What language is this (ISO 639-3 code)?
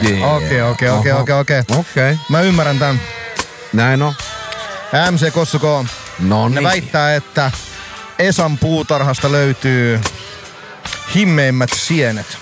fin